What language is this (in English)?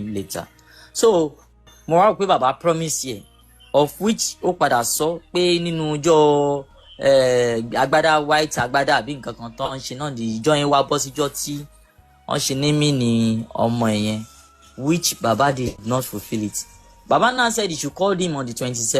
Yoruba